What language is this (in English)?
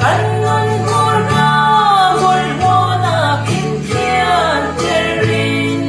Falam Chin